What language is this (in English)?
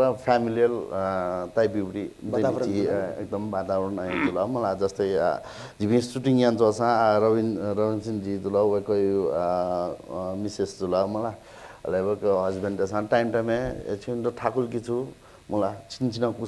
Newari